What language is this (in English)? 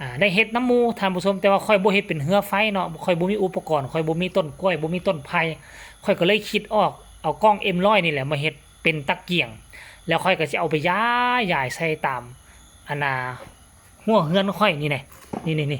Lao